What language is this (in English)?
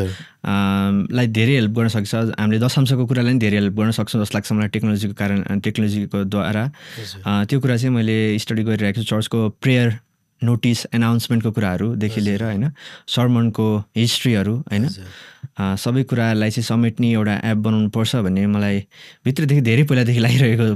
Nepali